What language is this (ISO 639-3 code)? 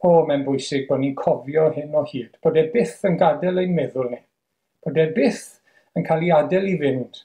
cym